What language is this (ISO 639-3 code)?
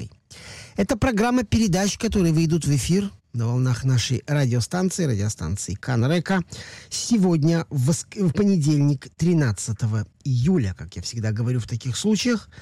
rus